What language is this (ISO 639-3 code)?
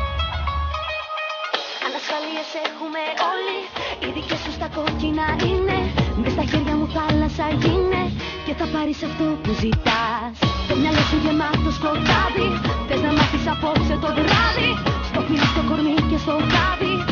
ell